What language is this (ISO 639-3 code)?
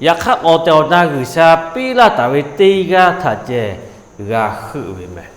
lhu